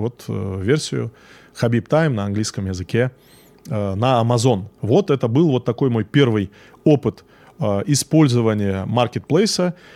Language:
Russian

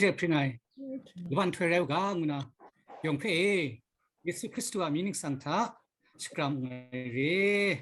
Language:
Kachin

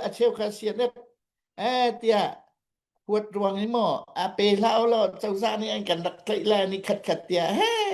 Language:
Hakha Chin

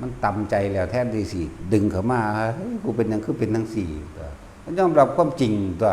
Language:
Northeastern Thai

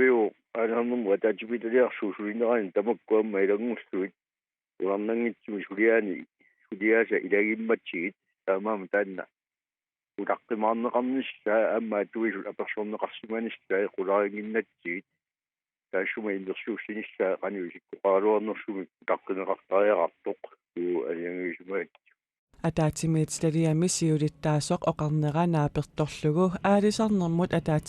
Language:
Kalaallisut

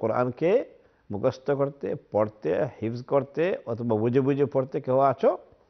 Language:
Bangla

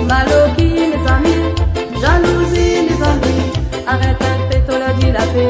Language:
Réunion Creole French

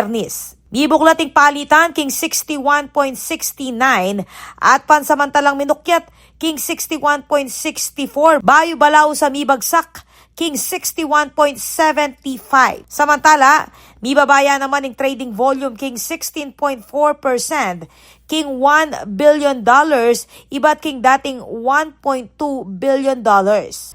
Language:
Pampanga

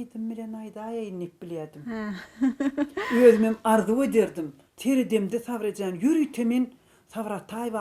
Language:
Turkmen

